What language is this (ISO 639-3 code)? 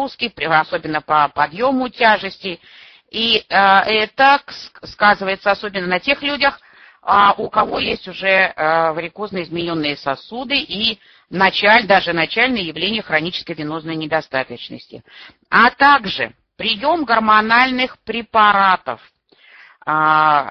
rus